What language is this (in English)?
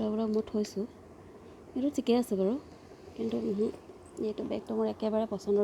Assamese